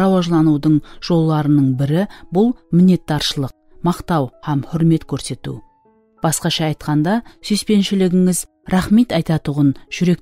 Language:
Kara-Kalpak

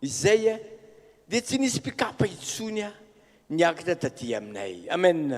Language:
Malagasy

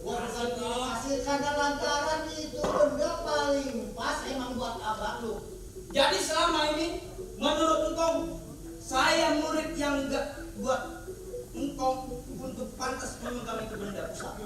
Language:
Betawi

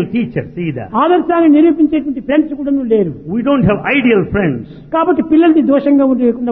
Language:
Telugu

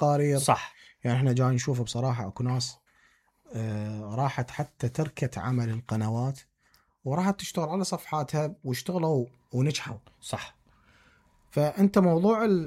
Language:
Mesopotamian Arabic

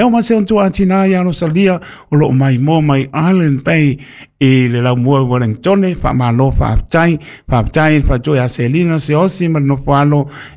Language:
Samoan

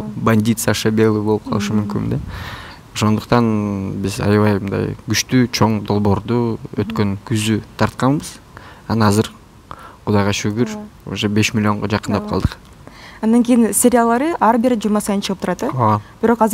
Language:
Kyrgyz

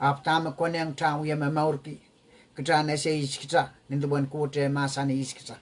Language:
Pohnpeian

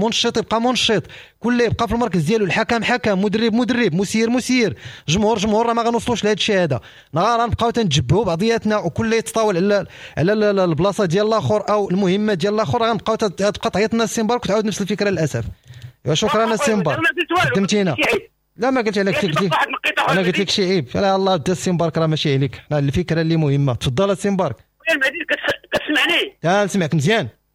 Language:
Moroccan Arabic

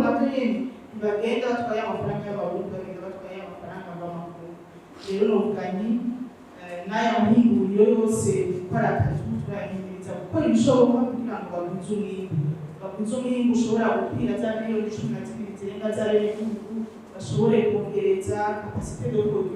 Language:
Rundi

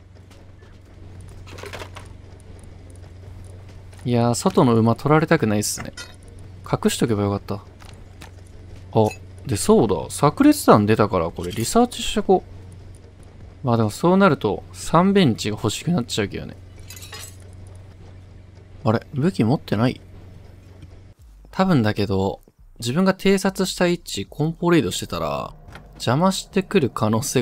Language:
Japanese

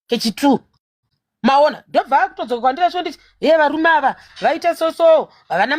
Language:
Shona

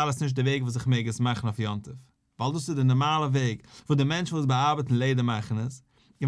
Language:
Yiddish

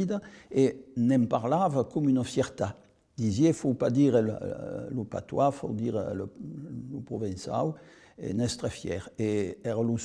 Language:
Occitan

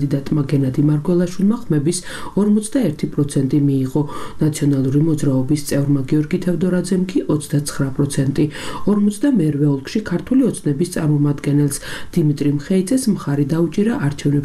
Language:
Georgian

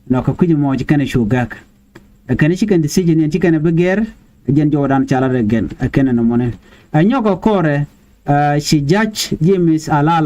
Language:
Nuer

